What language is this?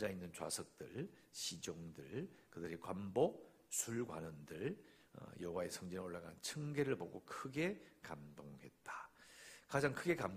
Korean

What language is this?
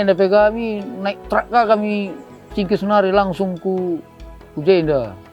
Batak Karo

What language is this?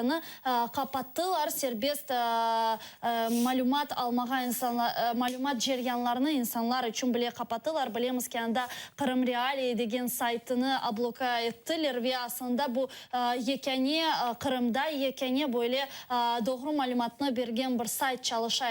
Crimean Tatar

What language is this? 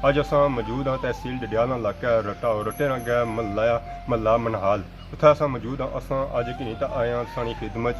Pahari-Potwari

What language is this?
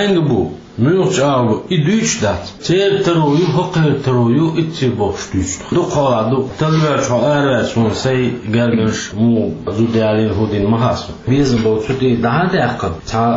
Chechen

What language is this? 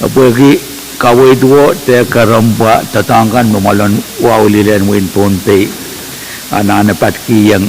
Pohnpeian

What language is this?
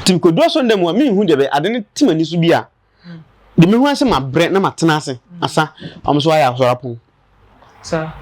Akan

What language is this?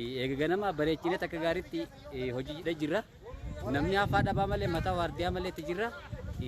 Oromo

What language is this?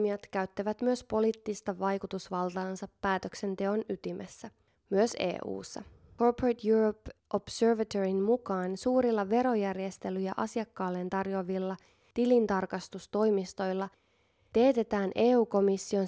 Finnish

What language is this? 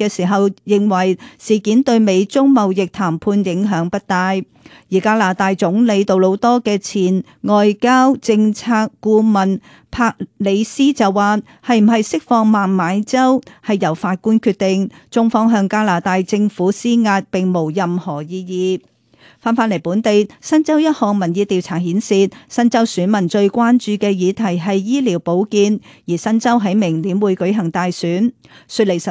Cantonese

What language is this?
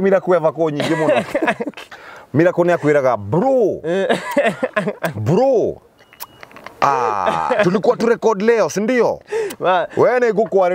Kikuyu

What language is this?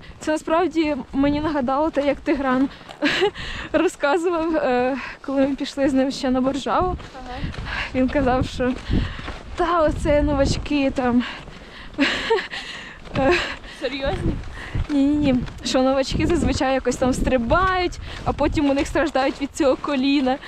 Ukrainian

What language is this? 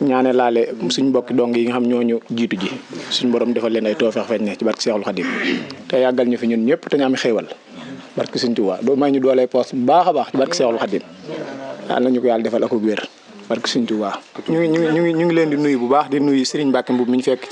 Wolof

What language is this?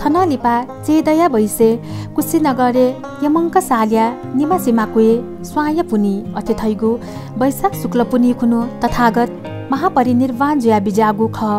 Newari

